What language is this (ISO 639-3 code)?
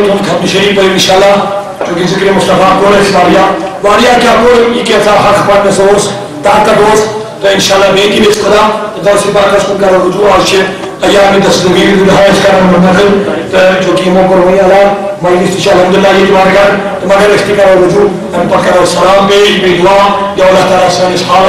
kas